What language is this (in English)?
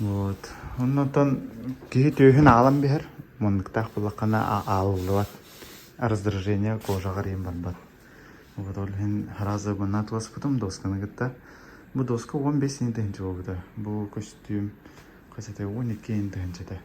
Yakut